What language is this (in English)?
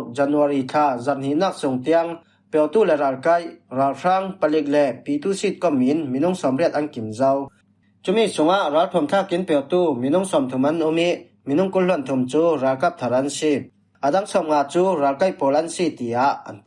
Falam Chin